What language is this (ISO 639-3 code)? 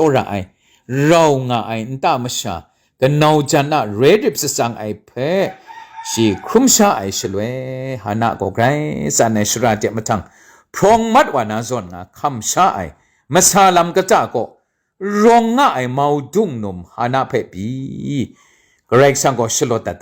kac